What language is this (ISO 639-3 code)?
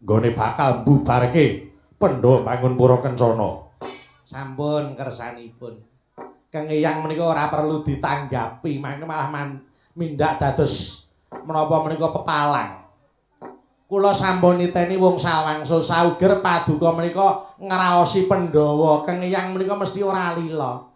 jav